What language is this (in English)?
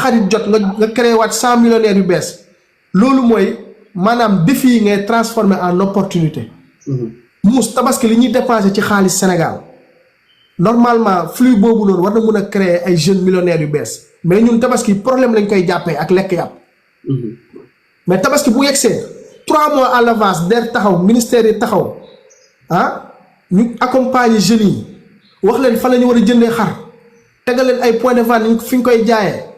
Wolof